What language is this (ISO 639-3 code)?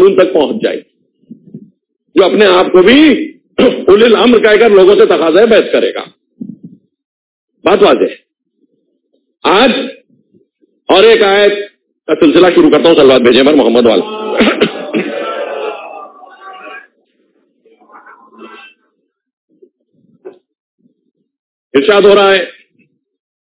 urd